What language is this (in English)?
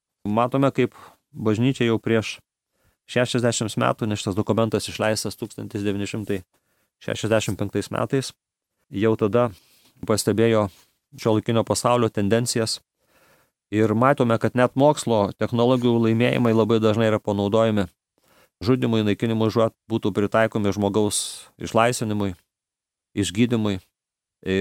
Lithuanian